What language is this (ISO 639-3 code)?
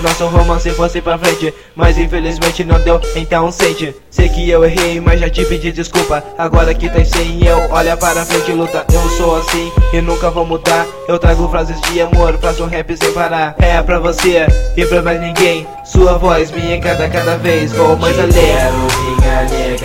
por